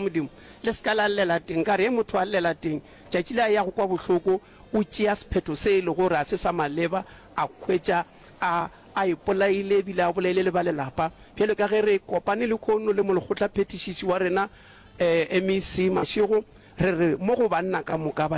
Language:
Northern Sotho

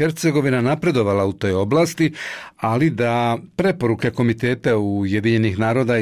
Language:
Bosnian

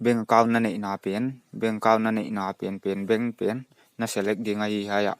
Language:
Paite Chin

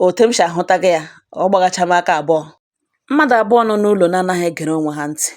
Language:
Igbo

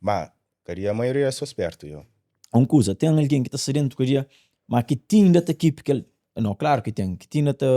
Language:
Kabuverdianu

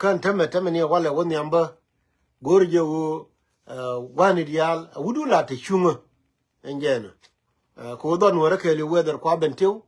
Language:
Nuer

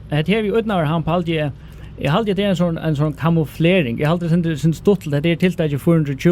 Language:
Faroese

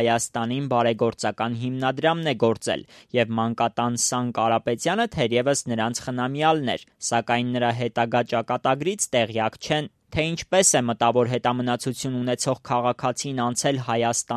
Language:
Armenian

